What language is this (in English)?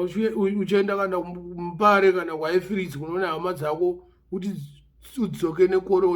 Shona